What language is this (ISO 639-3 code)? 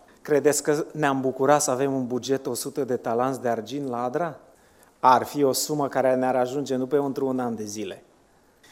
ron